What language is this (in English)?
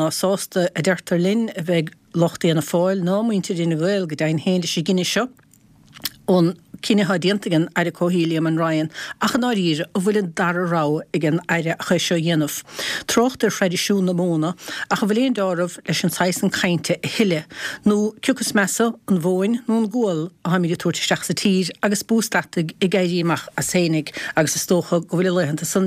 Irish